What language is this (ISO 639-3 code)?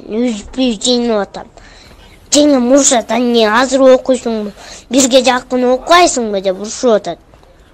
kir